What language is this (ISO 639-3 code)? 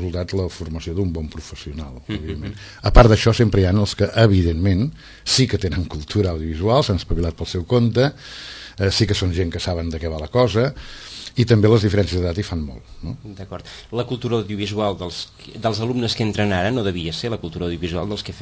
cat